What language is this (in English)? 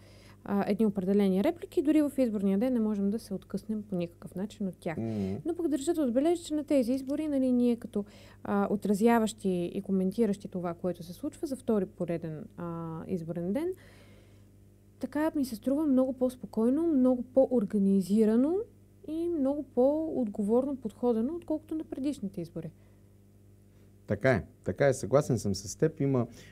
Bulgarian